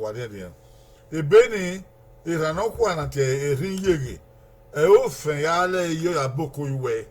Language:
Bini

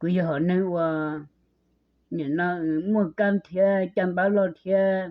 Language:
Hmong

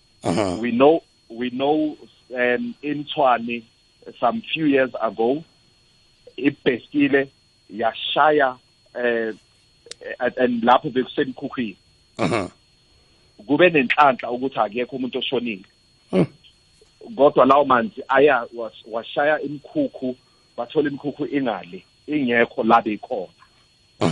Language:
South Ndebele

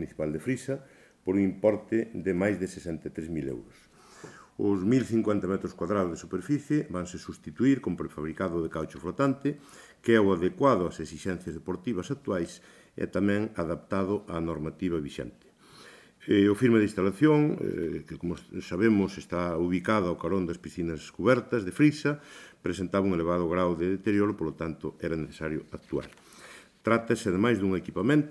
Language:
Galician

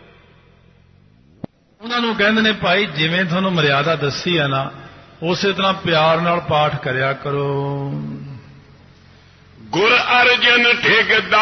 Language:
Punjabi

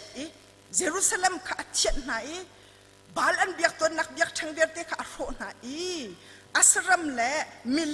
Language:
Hakha Chin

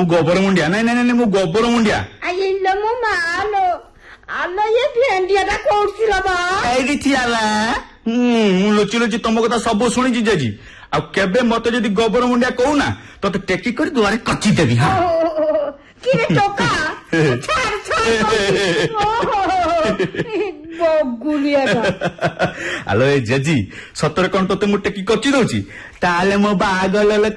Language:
Odia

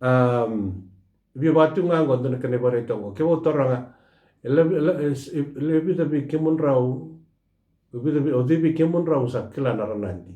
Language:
Fijian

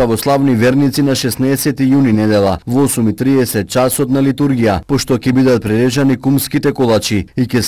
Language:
Macedonian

